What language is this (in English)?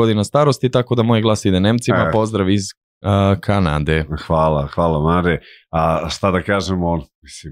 Serbian